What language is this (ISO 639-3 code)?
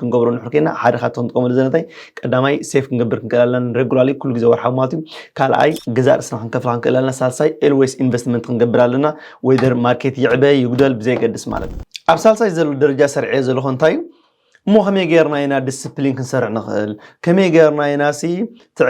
tir